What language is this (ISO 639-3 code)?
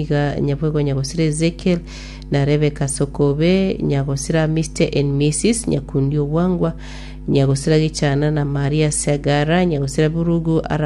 guz